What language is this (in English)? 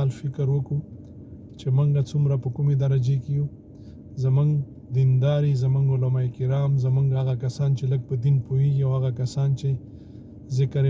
Pashto